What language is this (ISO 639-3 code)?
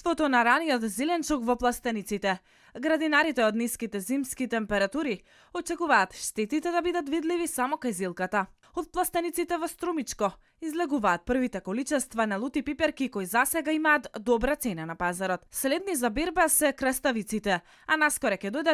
mkd